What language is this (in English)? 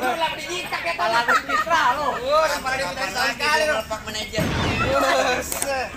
Betawi